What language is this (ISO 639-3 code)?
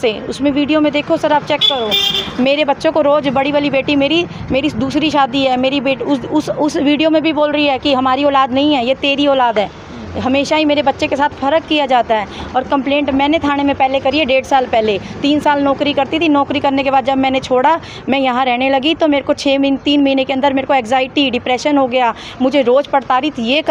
hin